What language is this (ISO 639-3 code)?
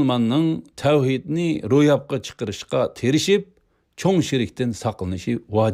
uig